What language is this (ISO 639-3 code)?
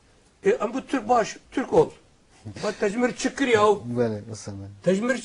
kur